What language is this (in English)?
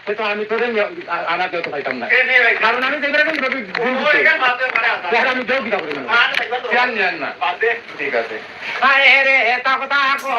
Sylheti